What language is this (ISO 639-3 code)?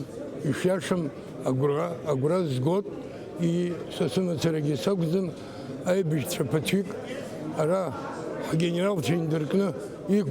abk